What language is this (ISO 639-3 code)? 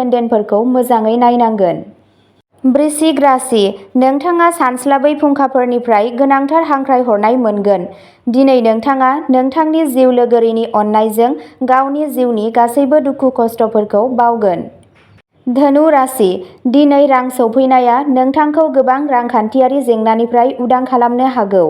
brx